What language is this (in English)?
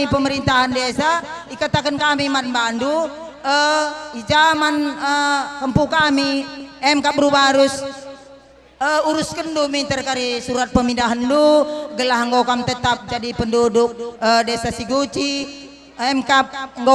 Batak Karo